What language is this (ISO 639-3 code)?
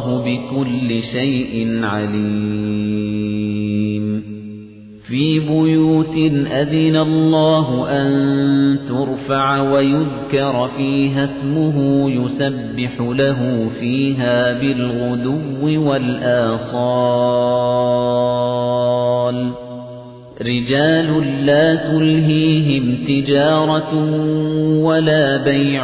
ara